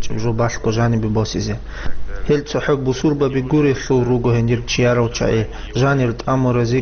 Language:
Avaric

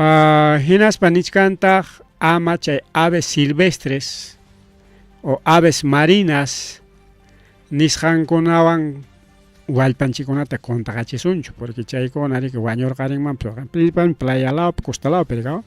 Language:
Ayacucho Quechua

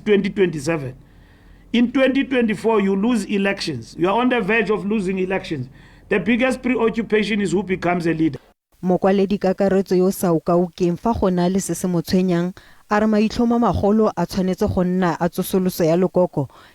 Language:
Tswana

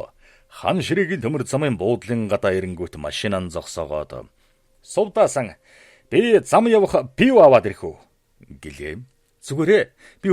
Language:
Mongolian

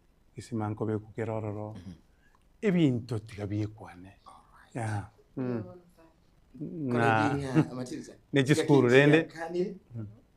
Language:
Gusii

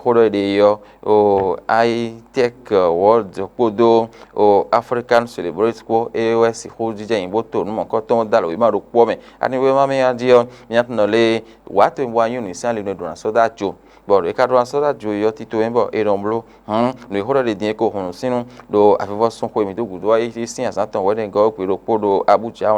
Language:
Fon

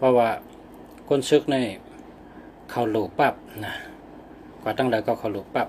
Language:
Shan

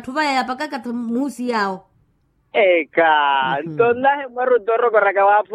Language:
Makhuwa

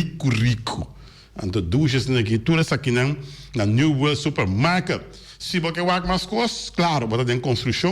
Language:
Papiamento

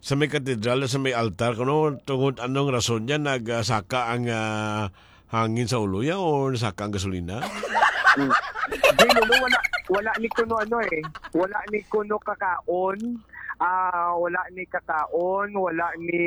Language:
Hiligaynon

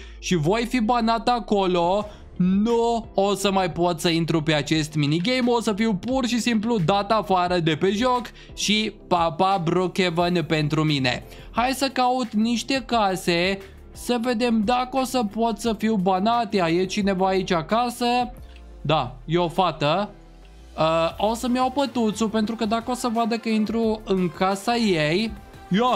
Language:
Romanian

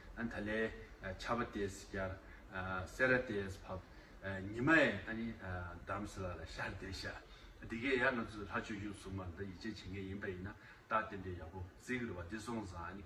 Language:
Tibetan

